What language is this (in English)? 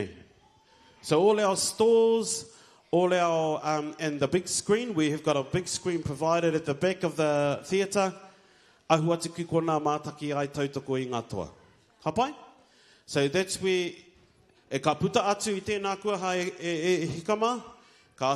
Māori